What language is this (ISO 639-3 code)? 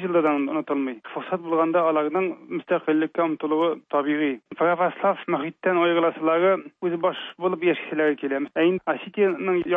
tat